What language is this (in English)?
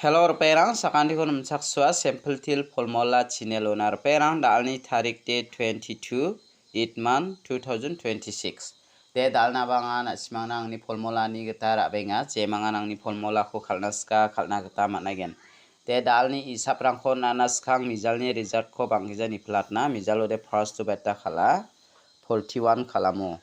Garo